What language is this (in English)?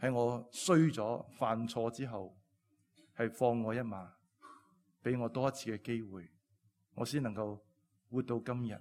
Cantonese